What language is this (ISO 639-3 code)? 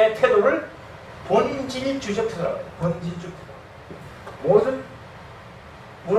kor